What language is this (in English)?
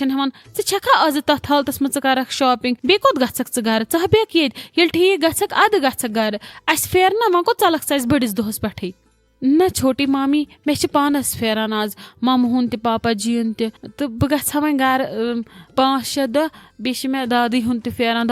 Kashmiri